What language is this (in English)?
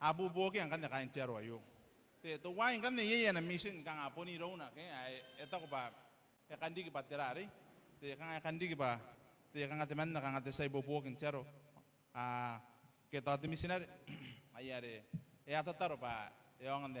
Gilbertese